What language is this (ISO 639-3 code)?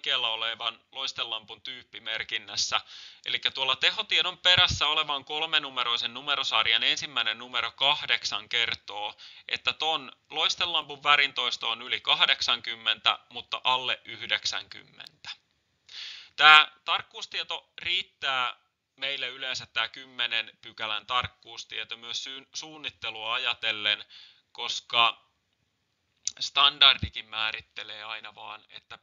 fin